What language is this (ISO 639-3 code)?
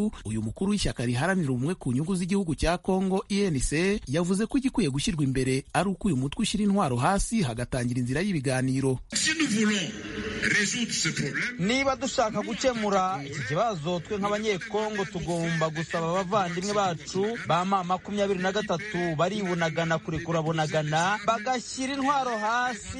kin